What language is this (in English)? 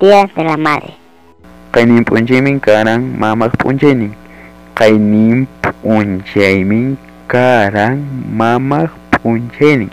Ayacucho Quechua